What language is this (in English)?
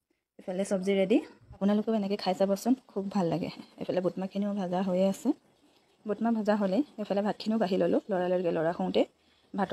Assamese